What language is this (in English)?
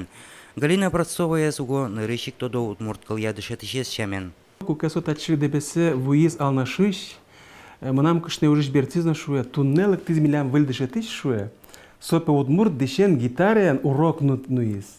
Udmurt